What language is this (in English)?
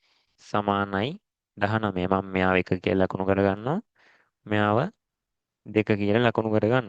Sinhala